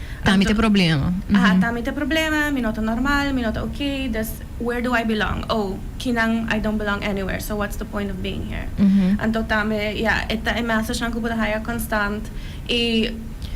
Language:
Papiamento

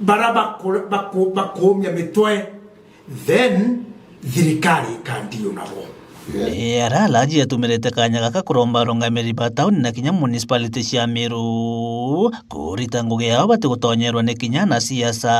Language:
Meru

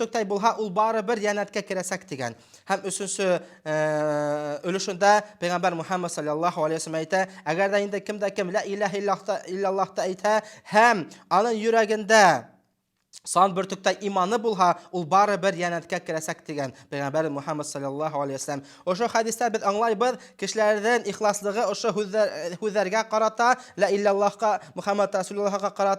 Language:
Bashkir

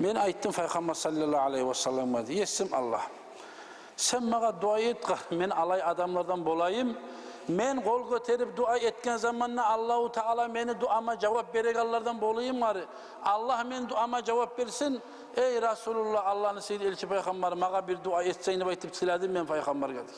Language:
Kumyk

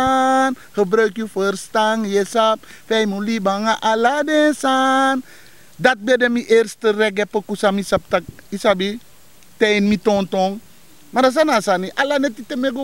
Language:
Sranan Tongo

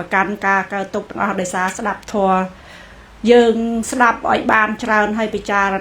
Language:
Khmer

